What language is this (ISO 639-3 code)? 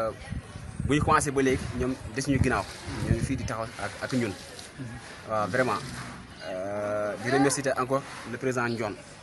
wol